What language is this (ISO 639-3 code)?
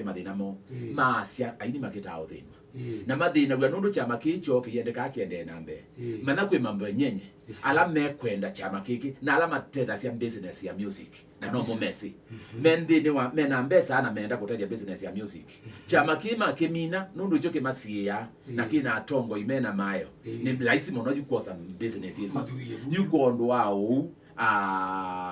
kam